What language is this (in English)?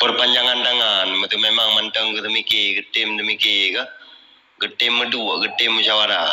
Achinese